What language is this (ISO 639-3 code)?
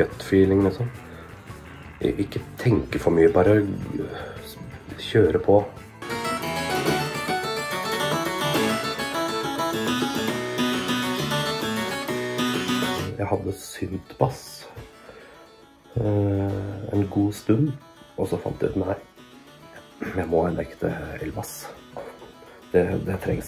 nor